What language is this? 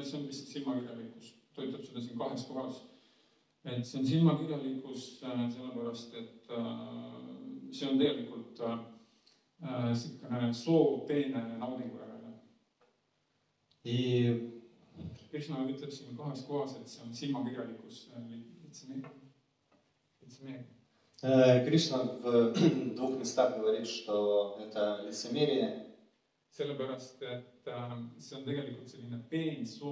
Estonian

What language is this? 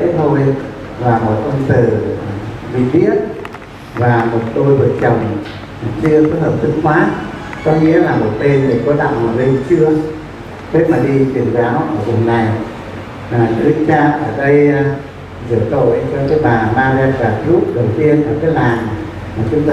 Vietnamese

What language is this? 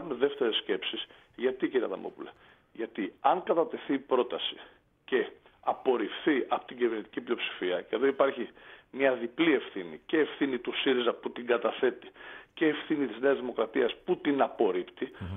Greek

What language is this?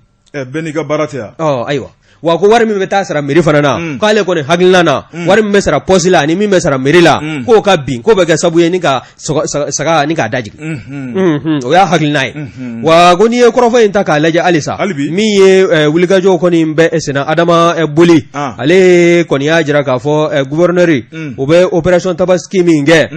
Bambara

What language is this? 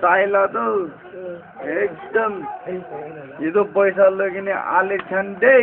Naga Pidgin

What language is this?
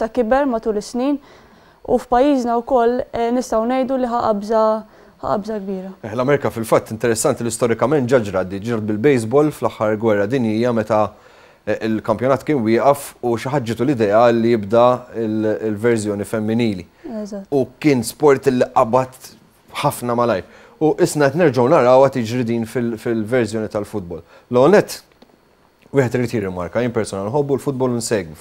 Maltese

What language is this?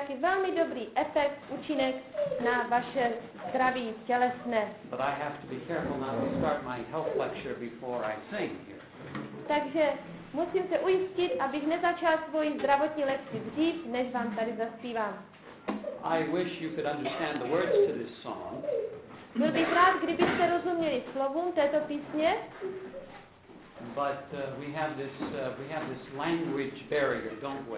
Czech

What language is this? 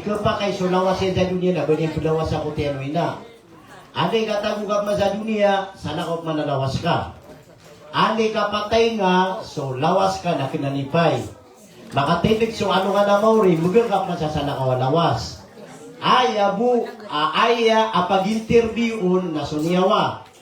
Maranao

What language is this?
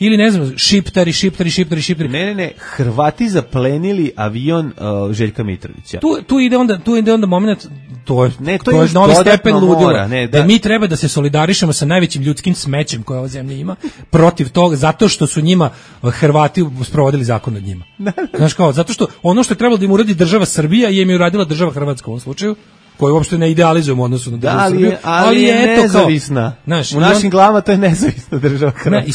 Serbian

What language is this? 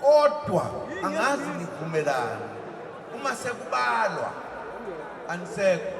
Zulu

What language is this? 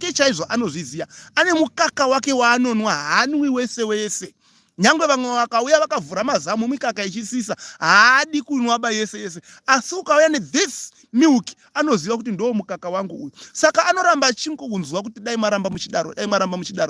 Shona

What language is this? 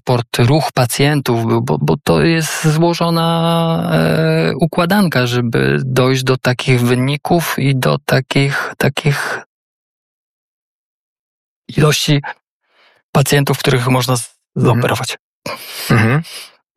Polish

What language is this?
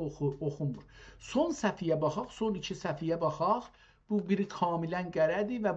South Azerbaijani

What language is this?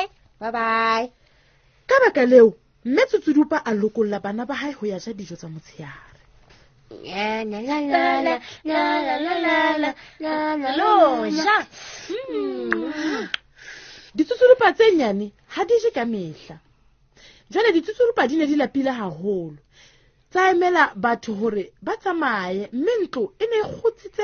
Southern Sotho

